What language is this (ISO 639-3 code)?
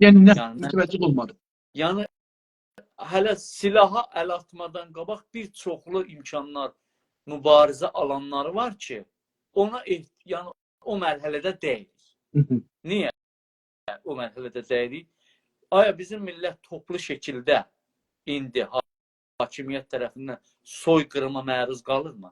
azb